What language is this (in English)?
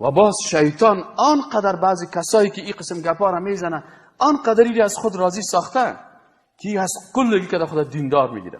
Persian